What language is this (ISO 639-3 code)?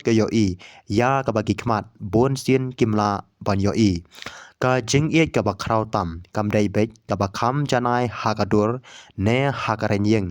kha